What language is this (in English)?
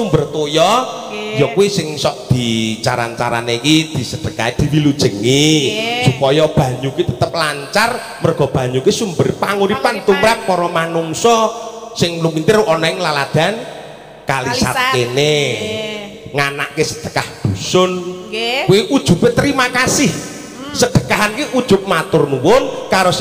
Javanese